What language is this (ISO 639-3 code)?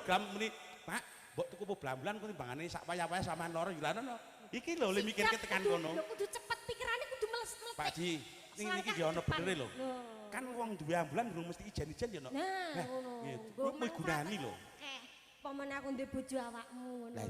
jav